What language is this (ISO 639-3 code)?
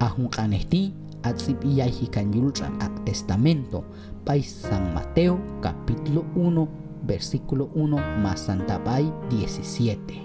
kjb